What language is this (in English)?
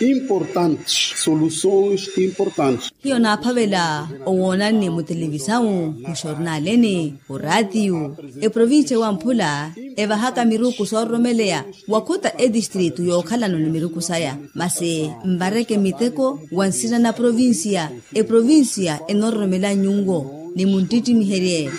Makhuwa